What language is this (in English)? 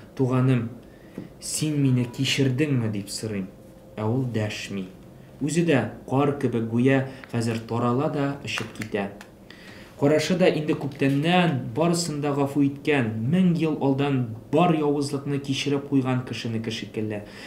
Tatar